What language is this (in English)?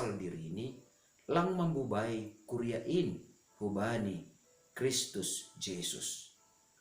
Batak Simalungun